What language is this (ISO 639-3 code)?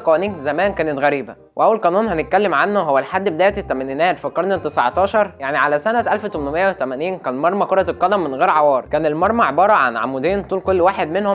arz